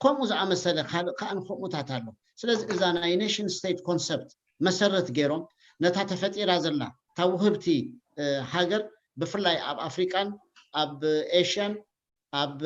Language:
Tigrinya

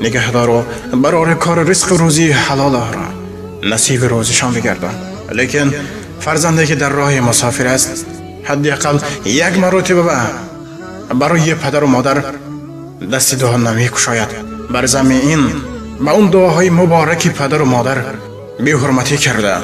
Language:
Tajik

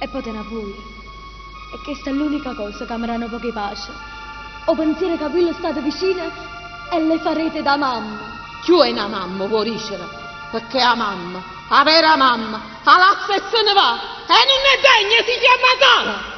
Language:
Neapolitan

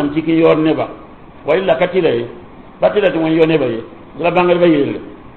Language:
Mossi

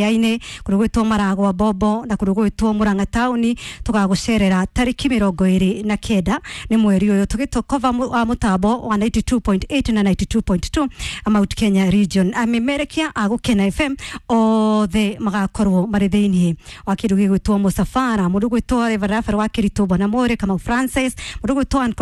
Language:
Kikuyu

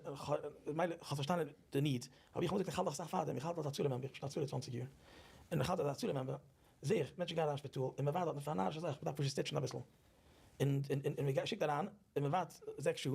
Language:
Yiddish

